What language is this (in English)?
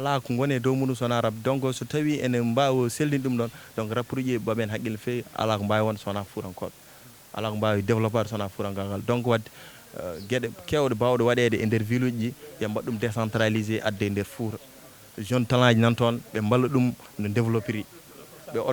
Fula